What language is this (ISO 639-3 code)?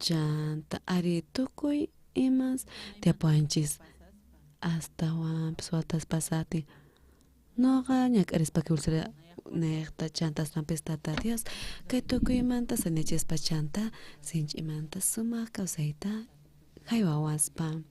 quh